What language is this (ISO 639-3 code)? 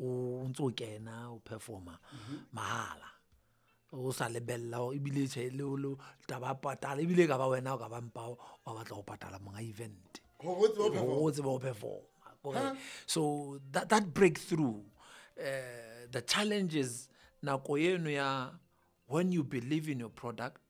sot